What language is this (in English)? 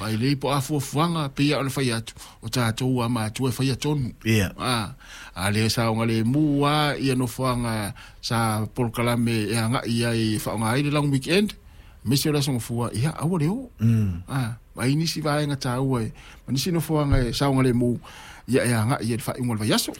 Samoan